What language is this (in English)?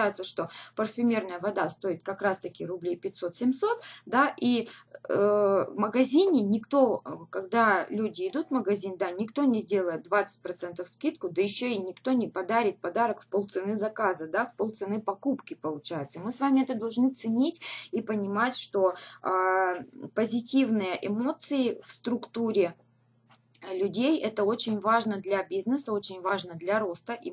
Russian